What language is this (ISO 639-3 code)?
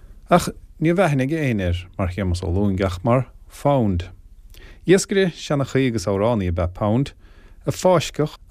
gle